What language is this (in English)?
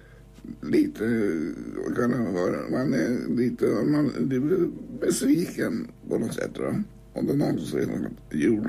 Swedish